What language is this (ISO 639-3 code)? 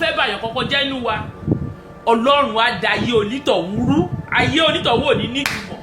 yor